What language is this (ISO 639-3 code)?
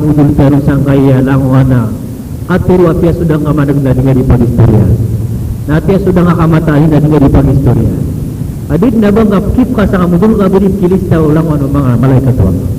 mrw